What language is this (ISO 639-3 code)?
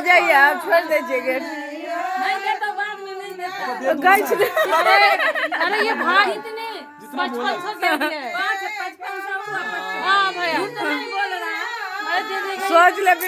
mai